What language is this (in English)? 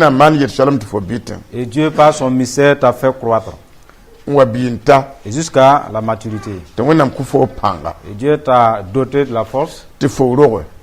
Mossi